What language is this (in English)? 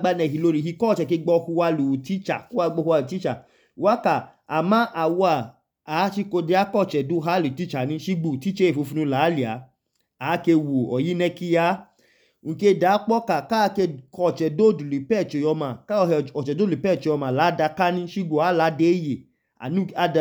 Idoma